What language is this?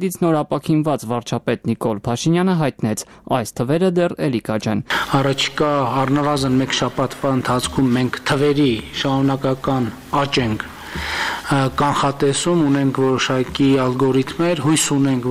Armenian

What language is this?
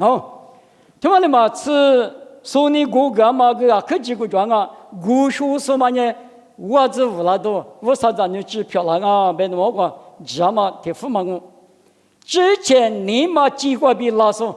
Lisu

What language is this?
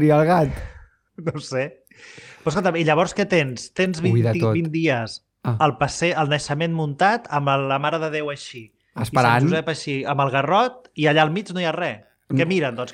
Catalan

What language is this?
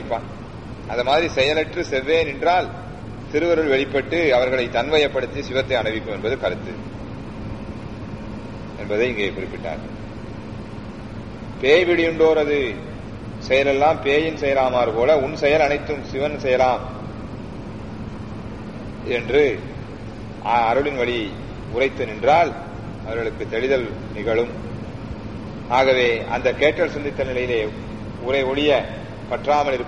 Tamil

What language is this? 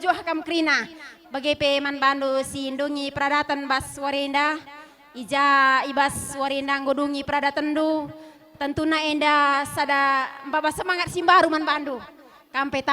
Batak Karo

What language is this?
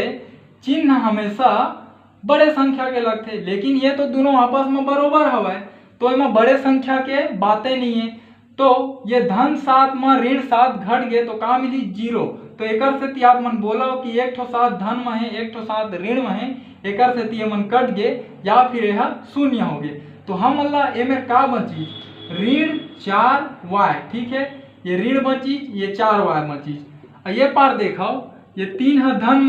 Chhattisgarhi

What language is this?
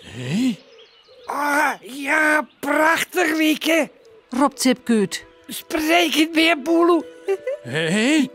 Western Frisian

